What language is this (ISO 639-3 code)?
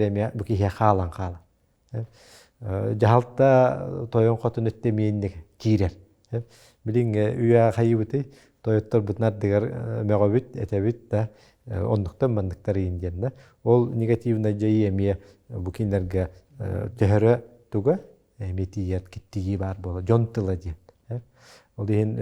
sah